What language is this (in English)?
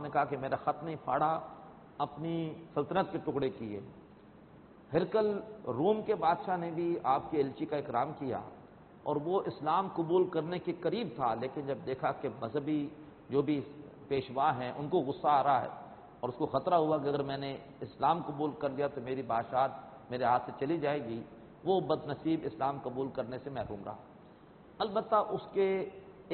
Urdu